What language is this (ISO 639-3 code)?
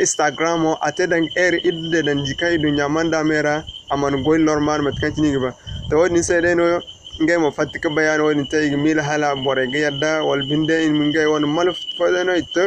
dje